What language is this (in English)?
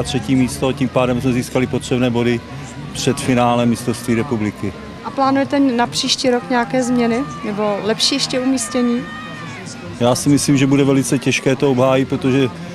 Czech